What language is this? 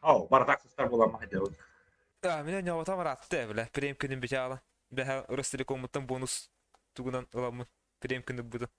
Yakut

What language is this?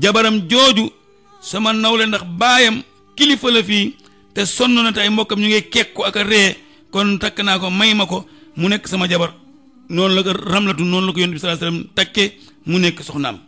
Wolof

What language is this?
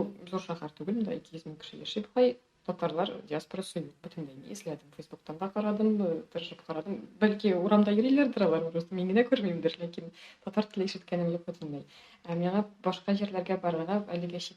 Tatar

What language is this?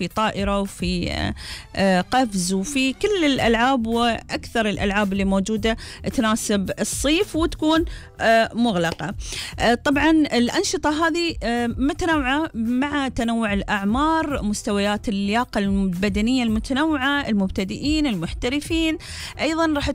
Gulf Arabic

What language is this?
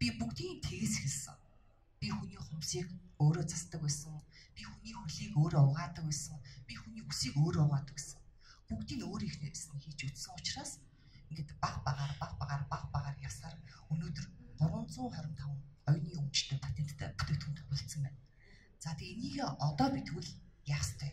Mongolian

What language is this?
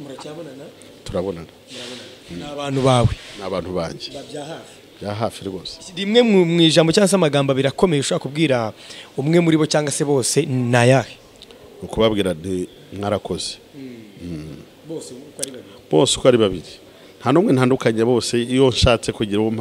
Kinyarwanda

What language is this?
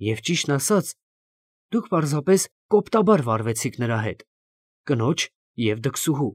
Armenian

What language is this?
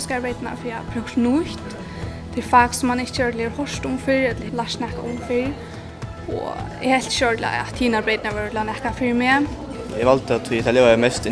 Faroese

